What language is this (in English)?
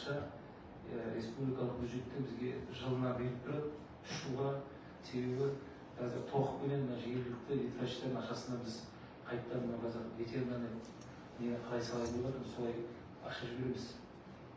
Kazakh